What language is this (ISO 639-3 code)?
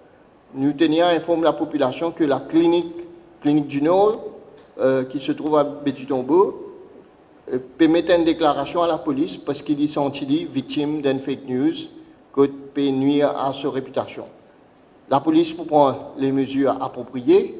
mfe